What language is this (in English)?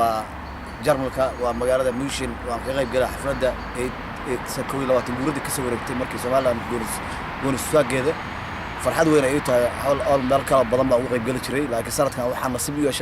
Somali